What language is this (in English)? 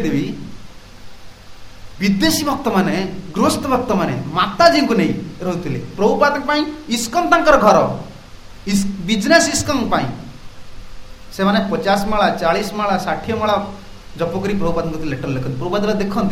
Odia